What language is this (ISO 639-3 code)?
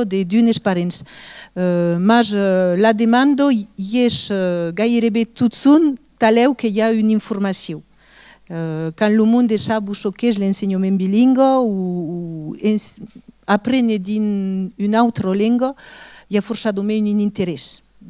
oci